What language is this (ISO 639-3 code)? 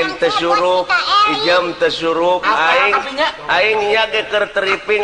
sun